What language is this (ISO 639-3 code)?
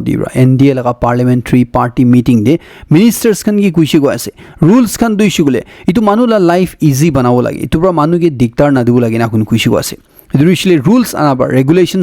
nag